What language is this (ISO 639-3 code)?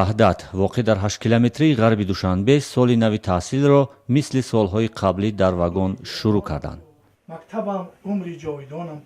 tgk